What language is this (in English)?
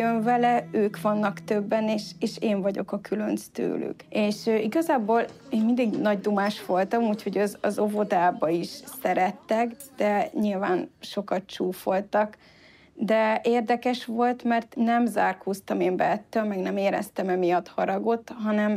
Hungarian